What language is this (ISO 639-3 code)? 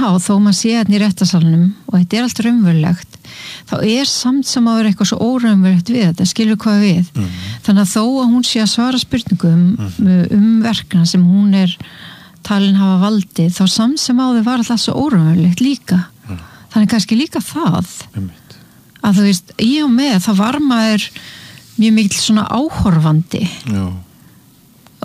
isl